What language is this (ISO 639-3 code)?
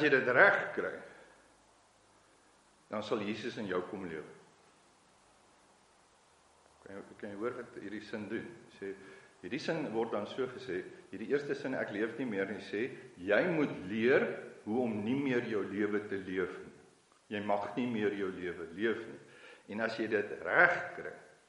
afr